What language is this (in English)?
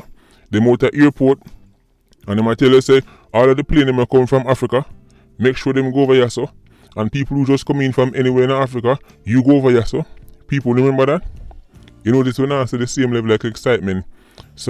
Jamaican Creole English